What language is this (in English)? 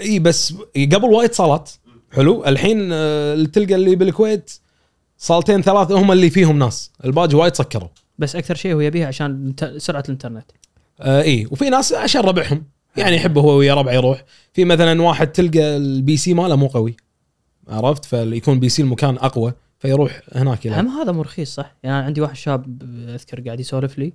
Gulf Arabic